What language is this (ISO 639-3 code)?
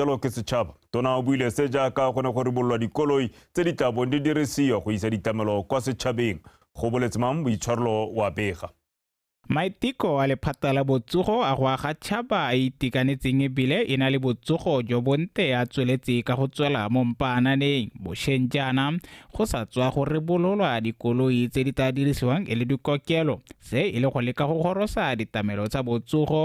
tsn